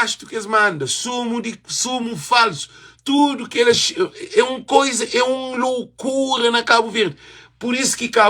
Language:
Kabuverdianu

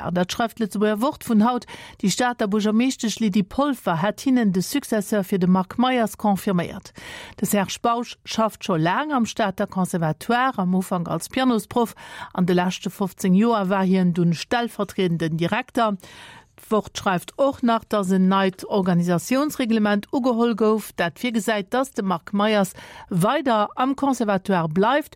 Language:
Luxembourgish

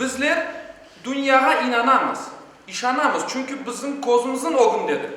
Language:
Crimean Tatar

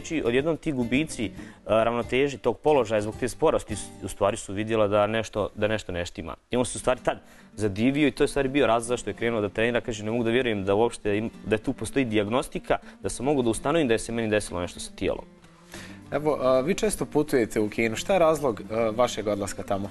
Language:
Bosnian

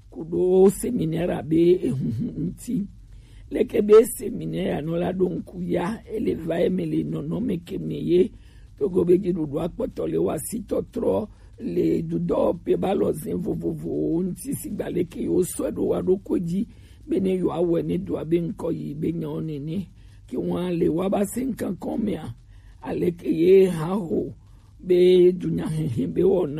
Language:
Gen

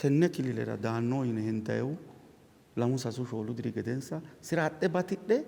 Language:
Sidamo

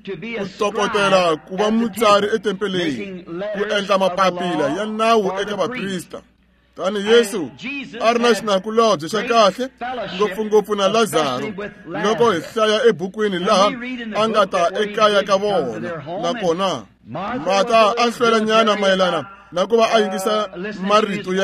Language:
Tsonga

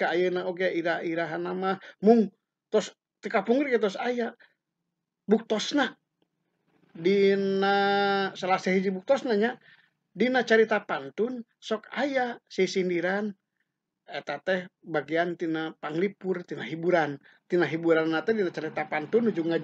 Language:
Sundanese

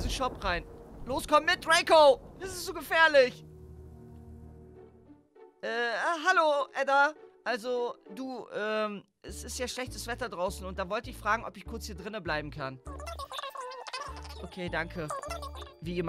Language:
German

